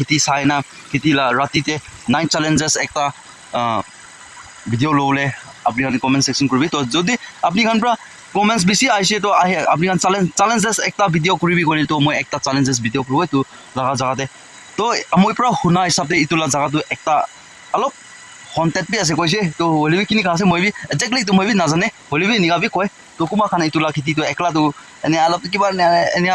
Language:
Naga Pidgin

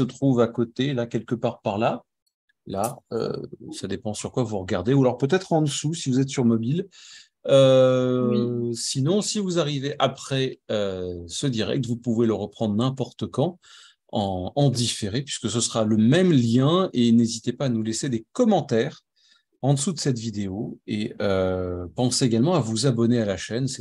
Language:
French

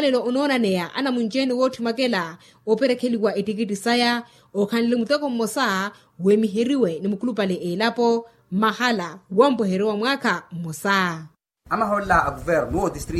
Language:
Makhuwa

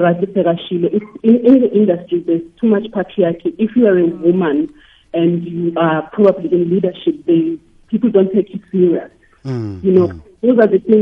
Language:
South Ndebele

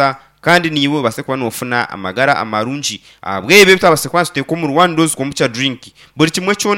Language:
Nyankole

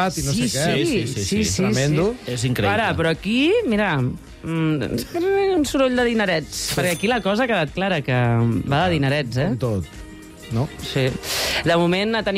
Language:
Catalan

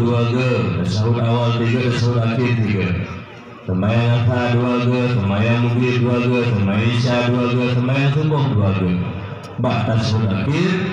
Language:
Achinese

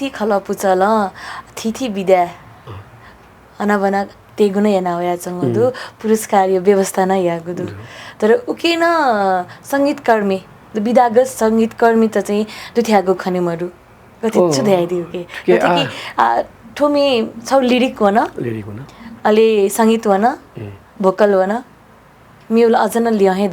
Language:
Newari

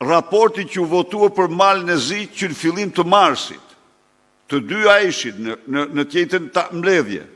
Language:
Albanian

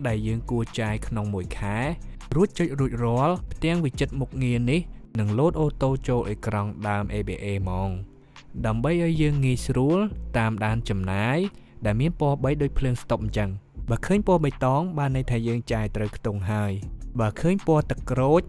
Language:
Khmer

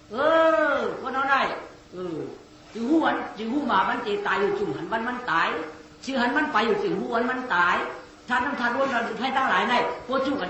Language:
Shan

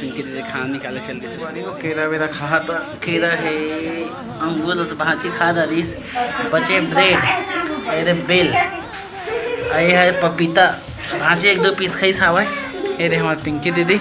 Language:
Chhattisgarhi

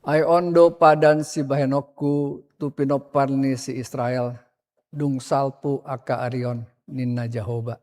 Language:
Batak Toba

